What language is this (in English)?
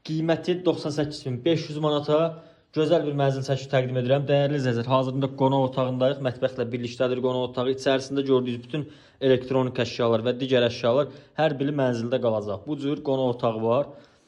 Azerbaijani